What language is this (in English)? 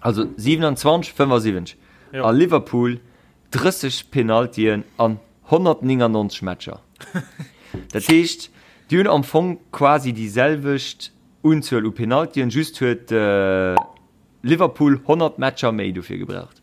Luxembourgish